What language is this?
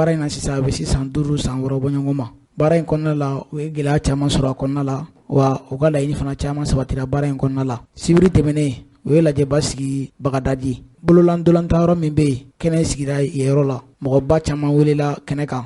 Bambara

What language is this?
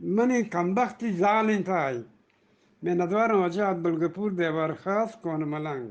Eastern Balochi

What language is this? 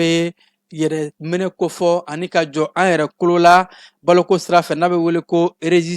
Bambara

